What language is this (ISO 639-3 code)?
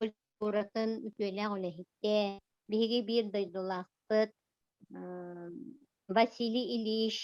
sah